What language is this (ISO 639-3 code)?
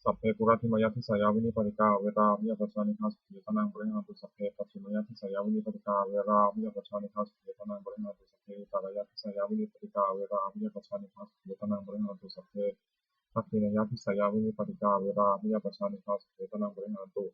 pli